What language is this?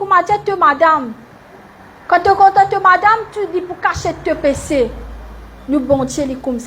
Morisyen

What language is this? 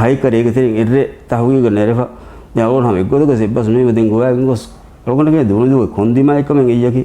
Divehi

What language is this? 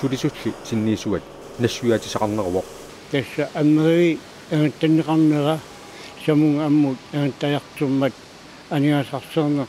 Kalaallisut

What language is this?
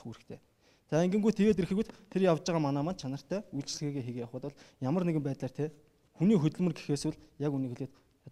Mongolian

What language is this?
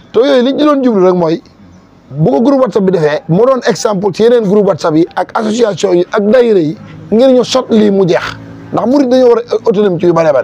Wolof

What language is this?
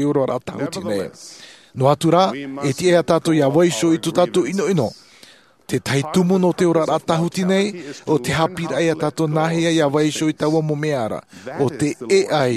Tahitian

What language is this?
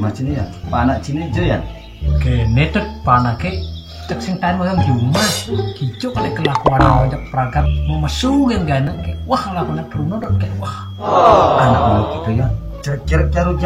Balinese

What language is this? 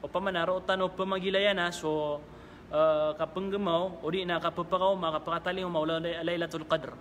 Maranao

